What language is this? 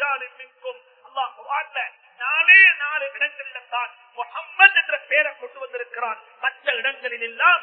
Tamil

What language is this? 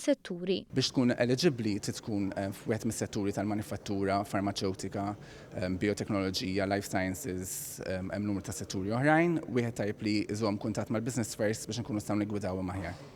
Maltese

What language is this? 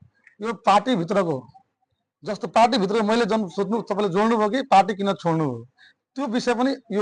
Nepali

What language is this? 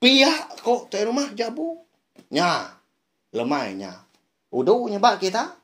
Iban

